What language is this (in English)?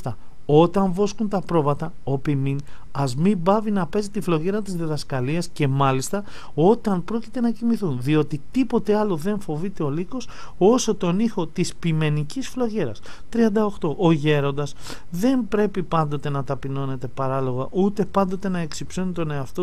Greek